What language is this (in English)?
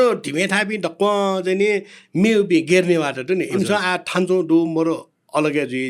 Newari